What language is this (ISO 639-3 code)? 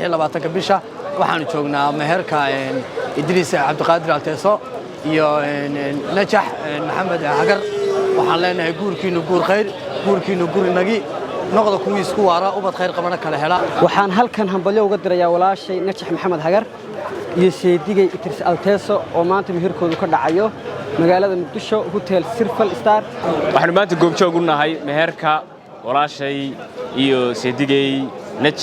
som